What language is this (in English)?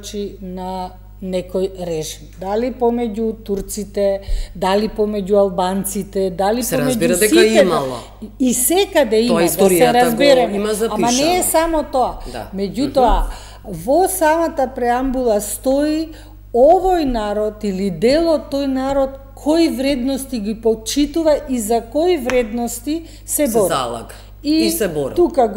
Macedonian